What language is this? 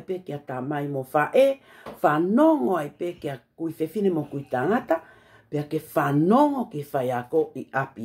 Tongan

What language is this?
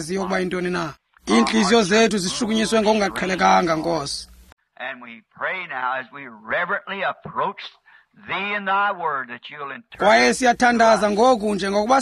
Xhosa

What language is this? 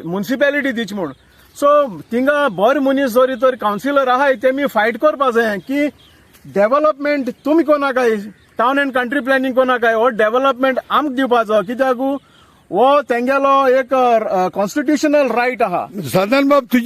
Konkani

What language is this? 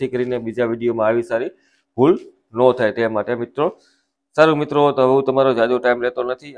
Gujarati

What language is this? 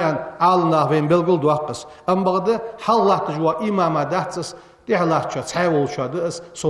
Ingush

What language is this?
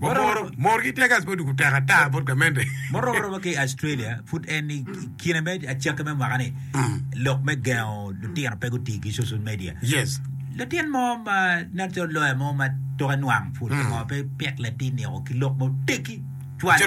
Acoli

